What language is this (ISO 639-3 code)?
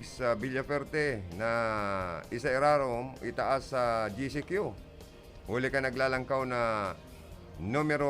bik